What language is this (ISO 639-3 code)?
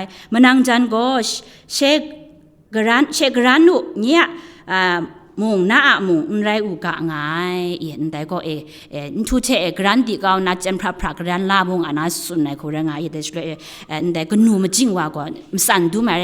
kac